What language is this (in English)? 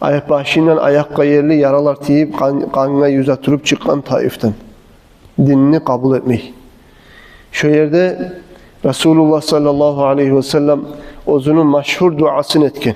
Kumyk